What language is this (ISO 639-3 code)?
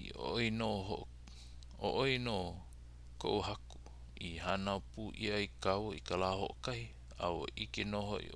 haw